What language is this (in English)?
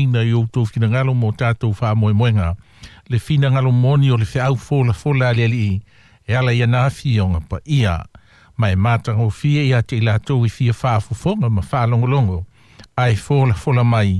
Samoan